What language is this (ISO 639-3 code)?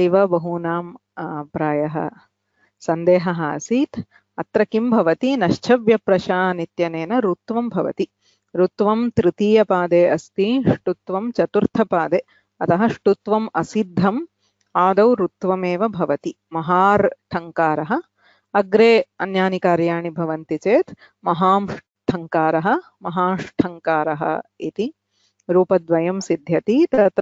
san